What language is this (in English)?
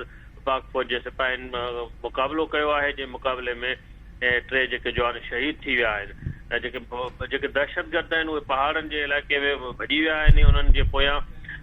Sindhi